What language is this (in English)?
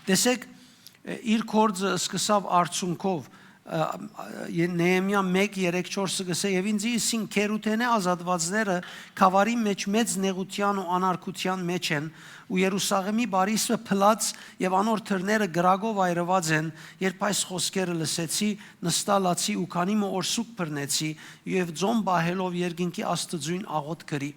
Western Armenian